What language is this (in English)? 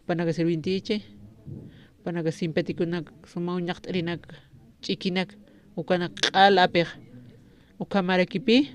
Aymara